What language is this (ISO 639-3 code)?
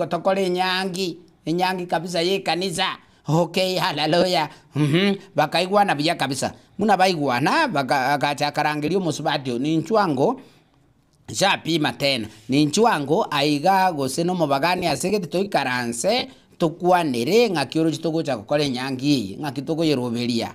guz